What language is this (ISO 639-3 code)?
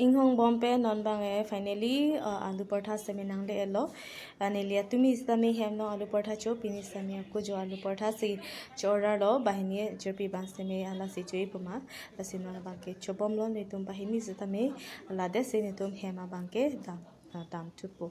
mjw